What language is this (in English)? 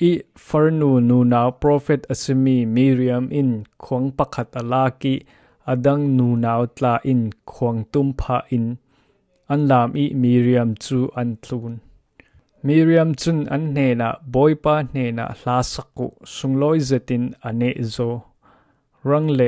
Falam Chin